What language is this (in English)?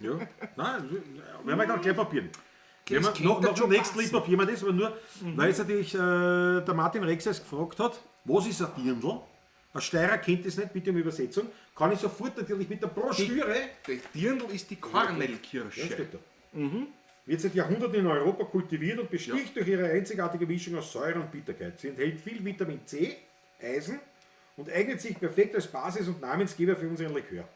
Bavarian